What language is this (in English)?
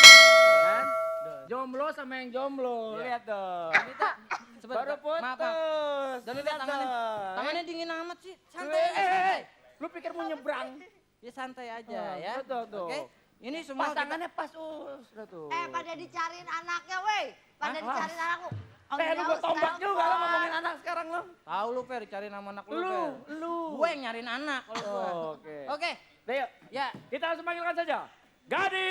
Betawi